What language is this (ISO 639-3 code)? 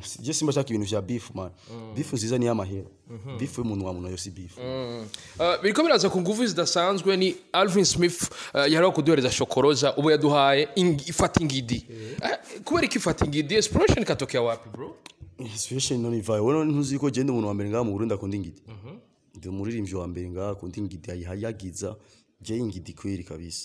run